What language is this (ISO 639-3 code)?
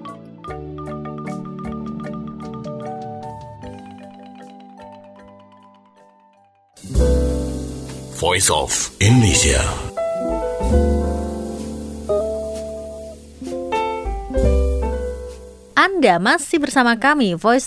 ind